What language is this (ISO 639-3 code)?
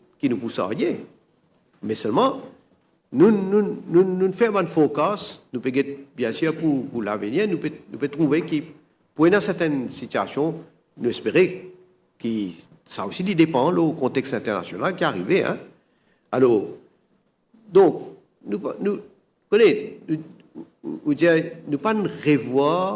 mfe